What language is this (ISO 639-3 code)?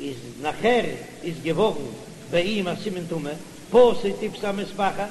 yid